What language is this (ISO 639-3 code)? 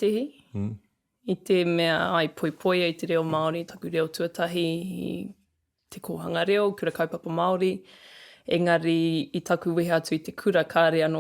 mri